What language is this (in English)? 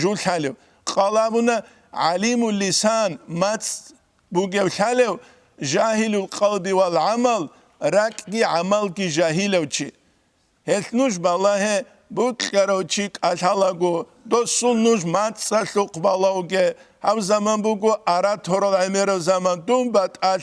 Avaric